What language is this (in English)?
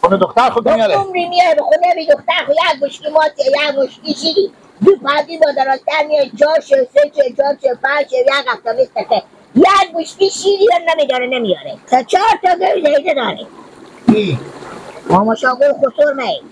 Persian